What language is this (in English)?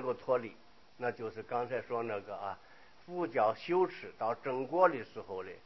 Chinese